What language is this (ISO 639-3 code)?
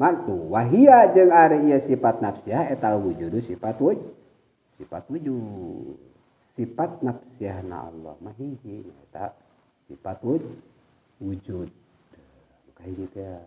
sun